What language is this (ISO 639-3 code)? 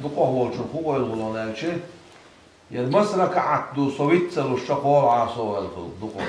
che